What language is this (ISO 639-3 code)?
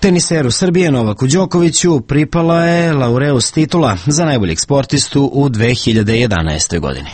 srp